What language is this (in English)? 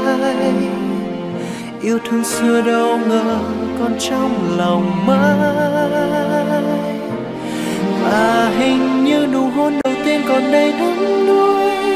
Vietnamese